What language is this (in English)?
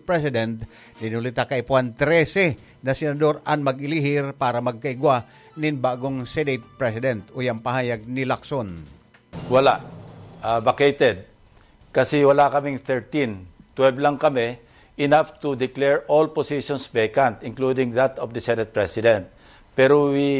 Bikol